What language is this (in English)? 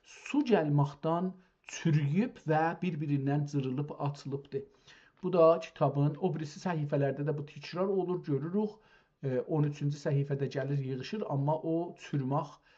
South Azerbaijani